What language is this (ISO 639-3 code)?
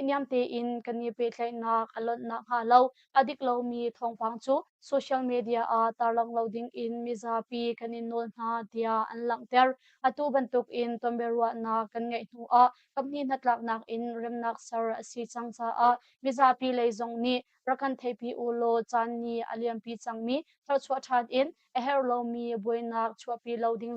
cnh